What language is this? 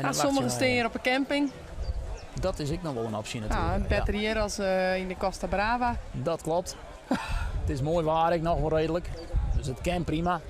Western Frisian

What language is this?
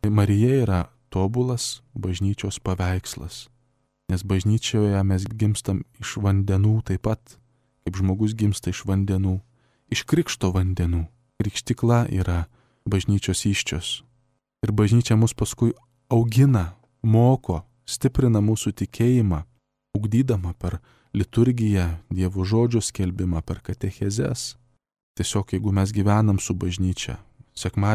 Lithuanian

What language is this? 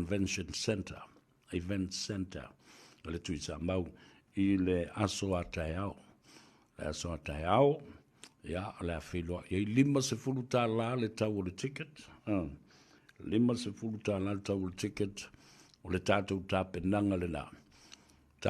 Samoan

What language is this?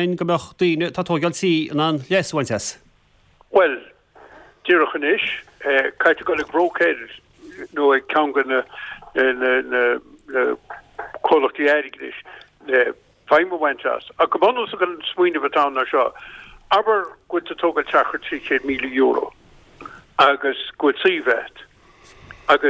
Irish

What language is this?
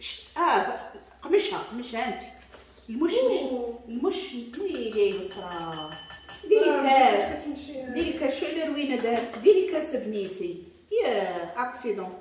Moroccan Arabic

